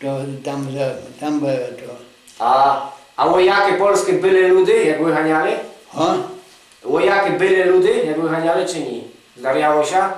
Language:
Rusyn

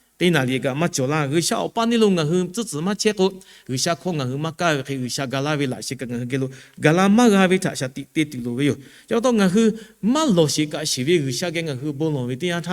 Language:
Lahu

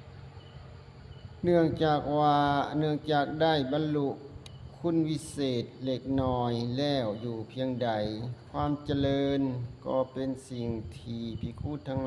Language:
Lao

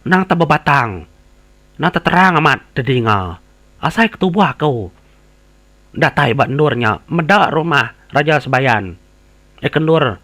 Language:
Iban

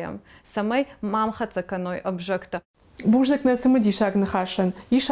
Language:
Ossetic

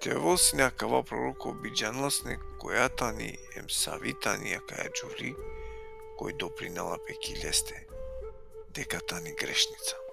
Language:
Balkan Romani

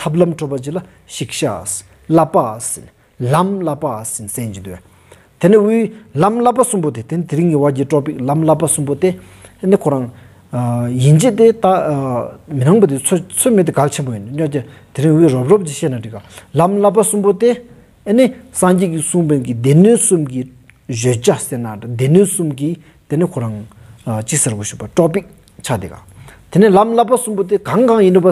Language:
Stod Bhoti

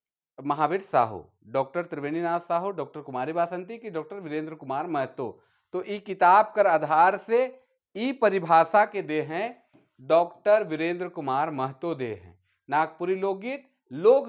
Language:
Sadri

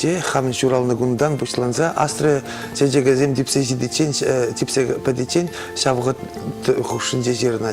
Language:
Chuvash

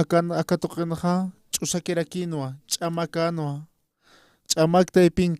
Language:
Aymara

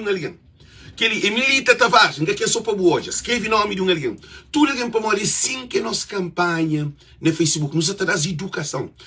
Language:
Kabuverdianu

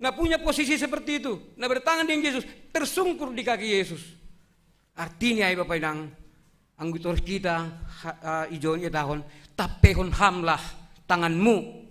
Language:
Batak Simalungun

